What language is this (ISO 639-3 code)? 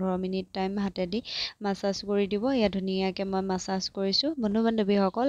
asm